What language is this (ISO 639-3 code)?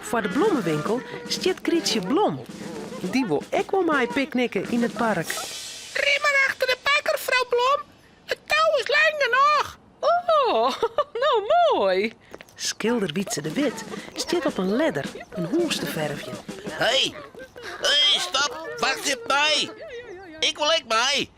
fry